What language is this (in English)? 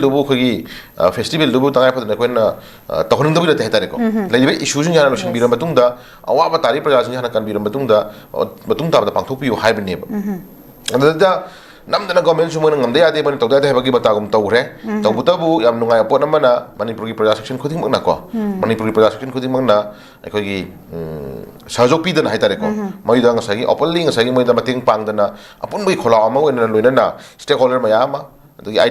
Manipuri